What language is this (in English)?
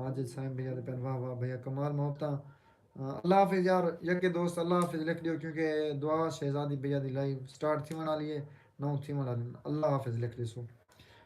Saraiki